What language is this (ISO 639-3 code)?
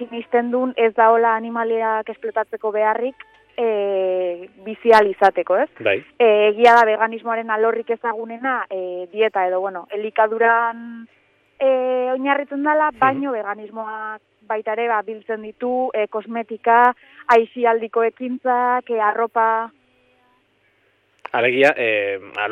eus